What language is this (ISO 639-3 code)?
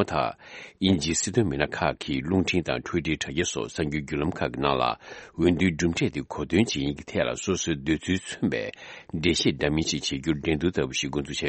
bod